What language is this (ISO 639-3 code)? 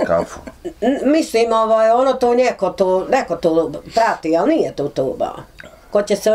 bos